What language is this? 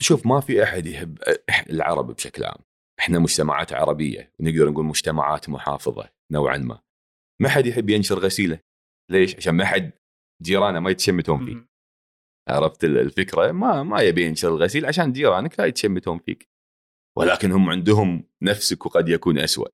Gulf Arabic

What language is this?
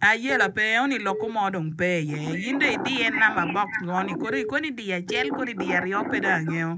Acoli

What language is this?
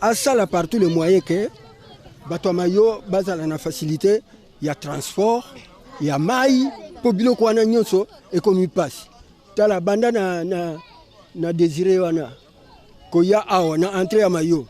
Lingala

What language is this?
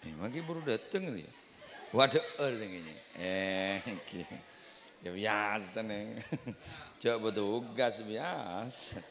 Madurese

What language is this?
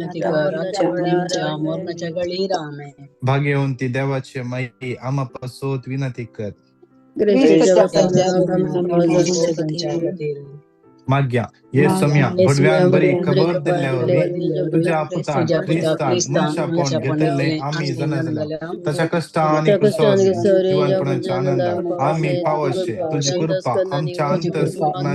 Konkani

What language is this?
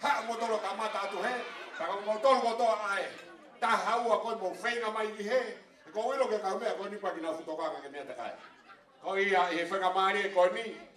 Tongan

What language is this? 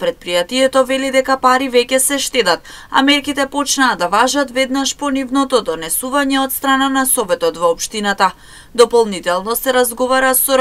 Macedonian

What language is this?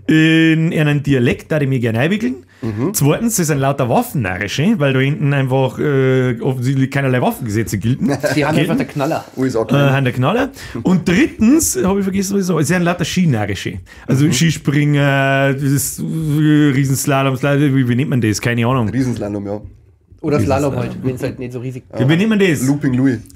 Bavarian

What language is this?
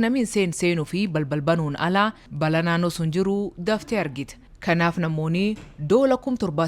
Oromo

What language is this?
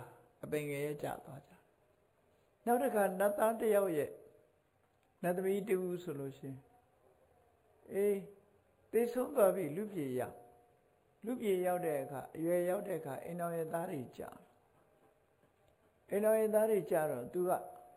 Burmese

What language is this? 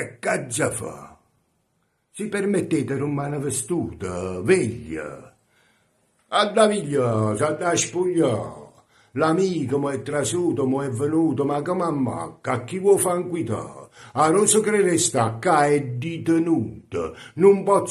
Neapolitan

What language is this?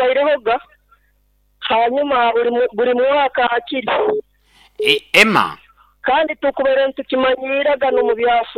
Nyoro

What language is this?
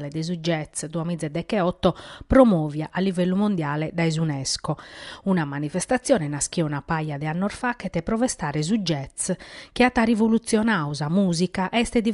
Sardinian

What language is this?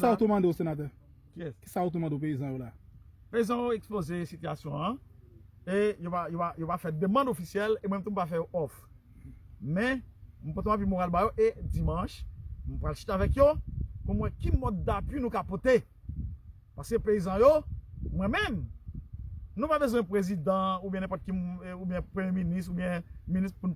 Haitian Creole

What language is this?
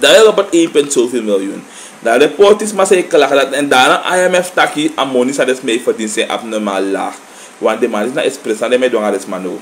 Sranan Tongo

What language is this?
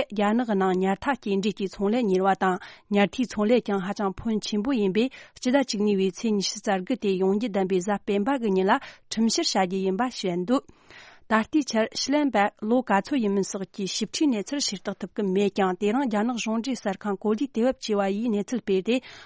Tibetan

